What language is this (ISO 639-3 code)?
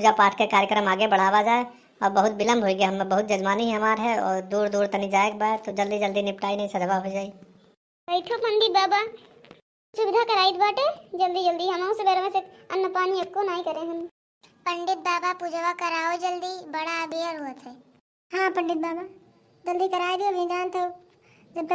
awa